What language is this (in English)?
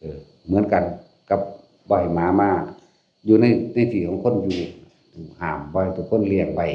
Northeastern Thai